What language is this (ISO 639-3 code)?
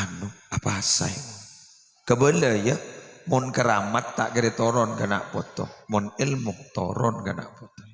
mad